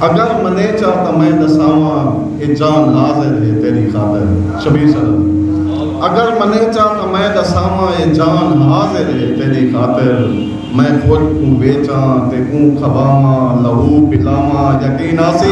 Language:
Saraiki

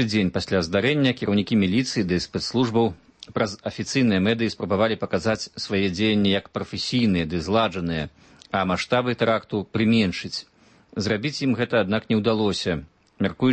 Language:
Belarusian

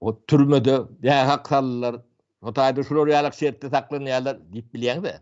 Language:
Turkmen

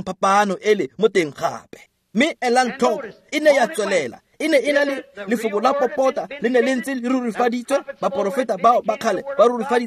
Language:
Tswana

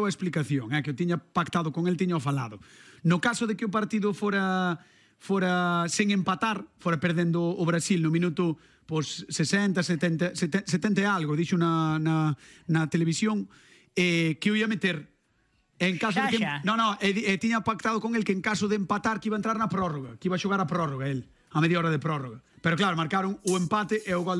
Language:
Galician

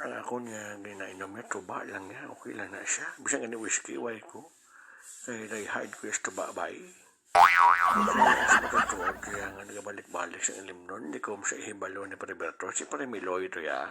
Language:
Hiligaynon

